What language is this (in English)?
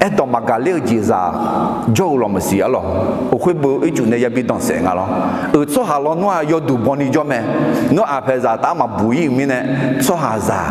Akha